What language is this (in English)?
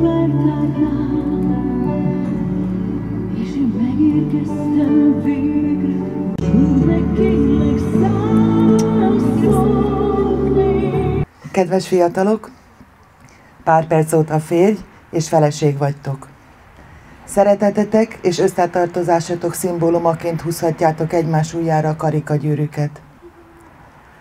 Hungarian